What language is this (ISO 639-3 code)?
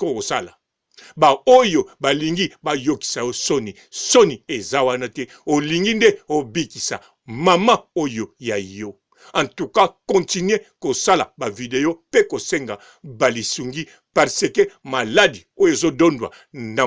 lin